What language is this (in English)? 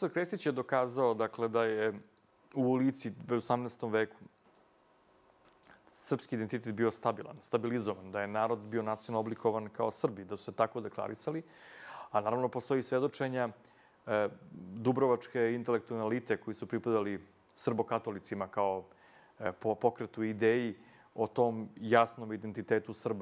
Serbian